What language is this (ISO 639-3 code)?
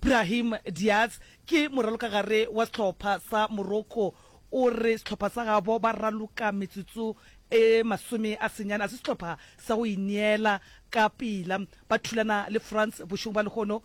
nso